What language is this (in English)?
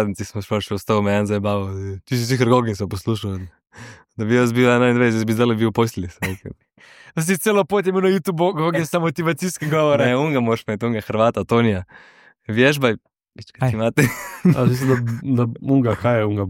Slovenian